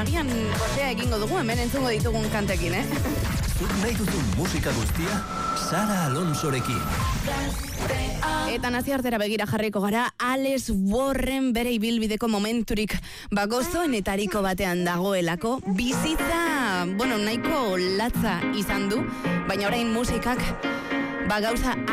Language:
Basque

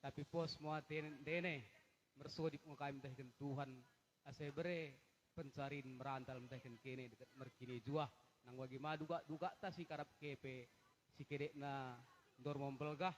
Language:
Batak Dairi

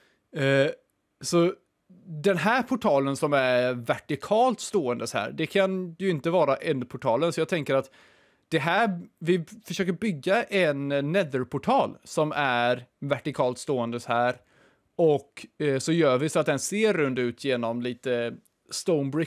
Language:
Swedish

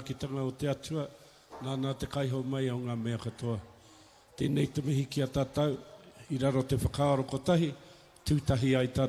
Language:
Māori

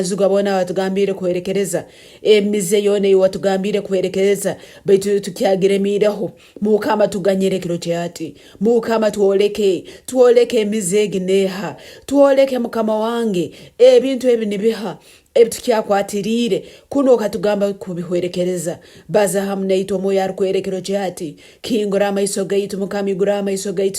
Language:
Nyoro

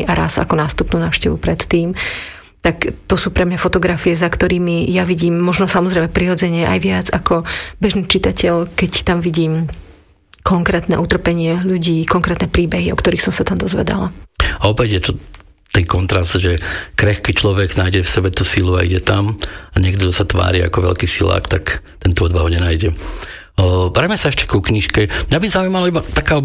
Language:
Slovak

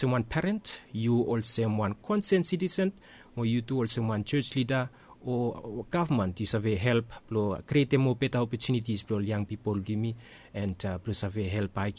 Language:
Bislama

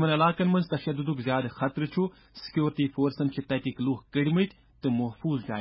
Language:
Kashmiri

